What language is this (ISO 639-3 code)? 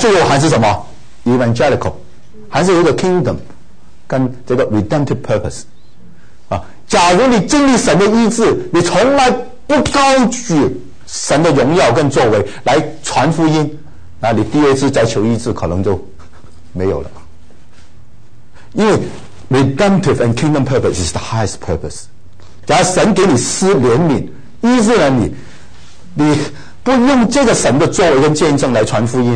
zho